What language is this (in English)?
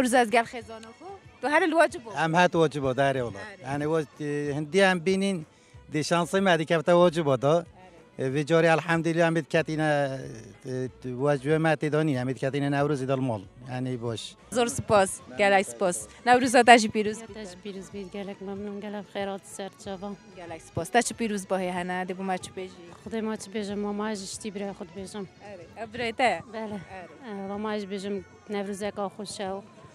Kurdish